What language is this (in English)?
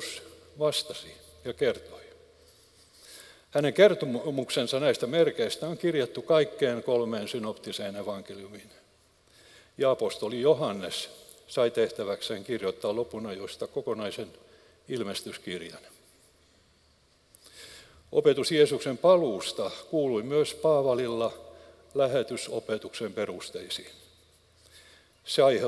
Finnish